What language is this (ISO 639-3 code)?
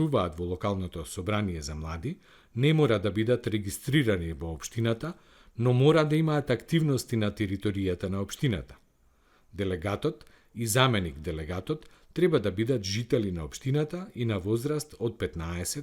mkd